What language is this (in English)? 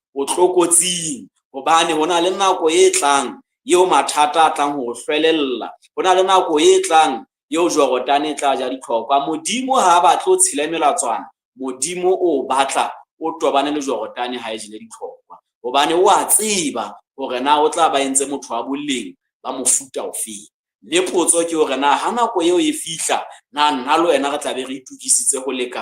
Southern Sotho